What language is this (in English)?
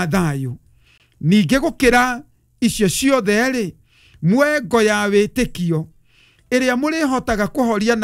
Kikuyu